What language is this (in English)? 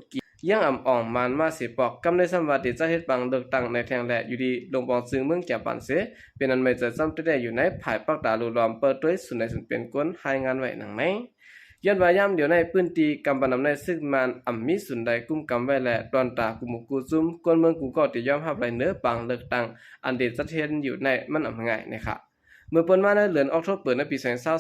Shan